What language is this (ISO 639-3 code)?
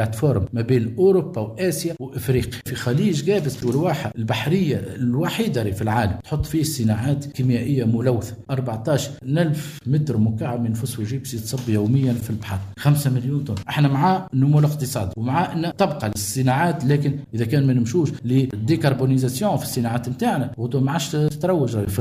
aeb